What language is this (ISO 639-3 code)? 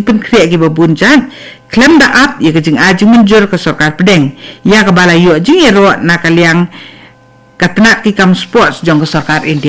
kha